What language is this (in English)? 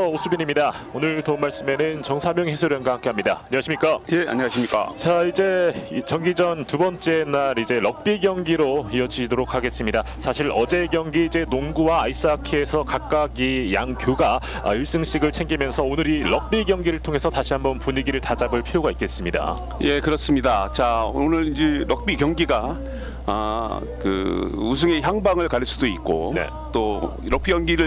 Korean